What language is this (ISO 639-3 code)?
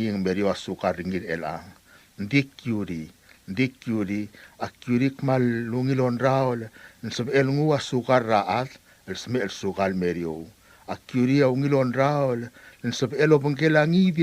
pau